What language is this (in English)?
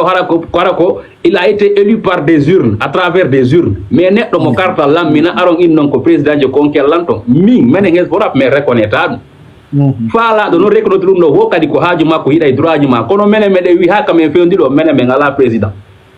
Fula